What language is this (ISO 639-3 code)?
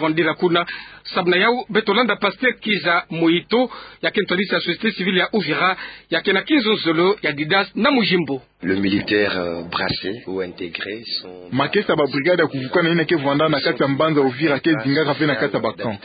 ktu